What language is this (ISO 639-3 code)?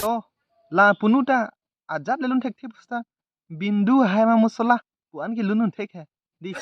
mjw